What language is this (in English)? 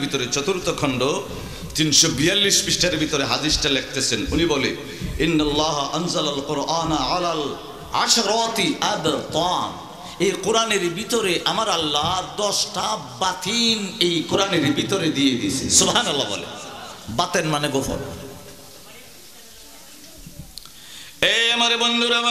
Bangla